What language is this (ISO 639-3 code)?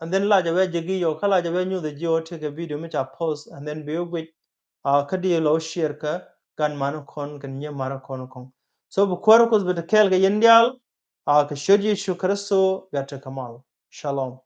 nus